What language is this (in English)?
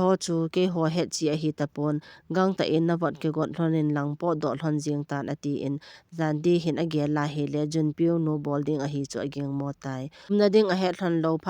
Thado Chin